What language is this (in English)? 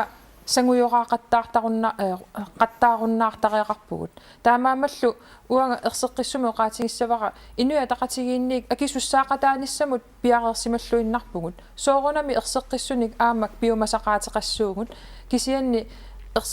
Kalaallisut